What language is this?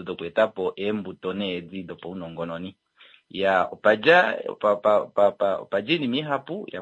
Kuanyama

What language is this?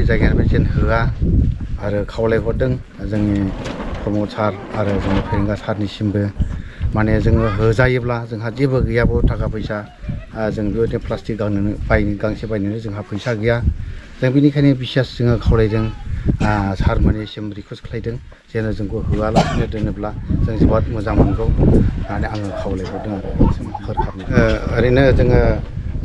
Bodo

